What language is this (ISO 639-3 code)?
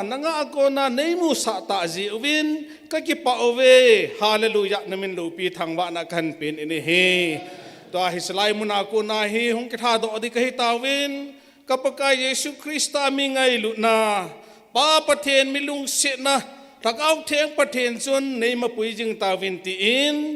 tcz